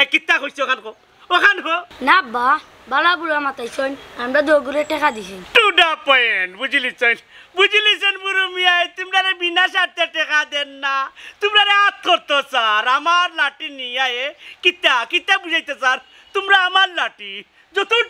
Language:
Sylheti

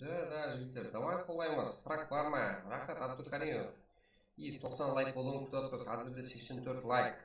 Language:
Kara-Kalpak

